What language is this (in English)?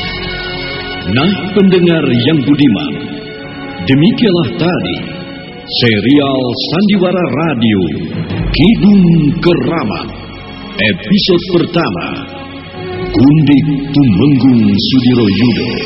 Indonesian